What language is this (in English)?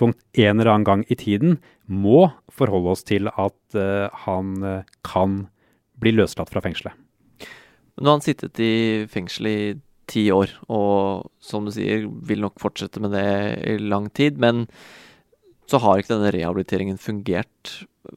Norwegian